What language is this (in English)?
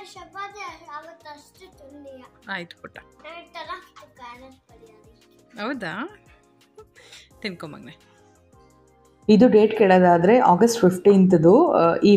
Kannada